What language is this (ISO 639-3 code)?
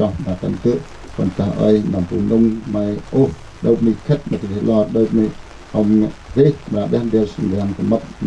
cmo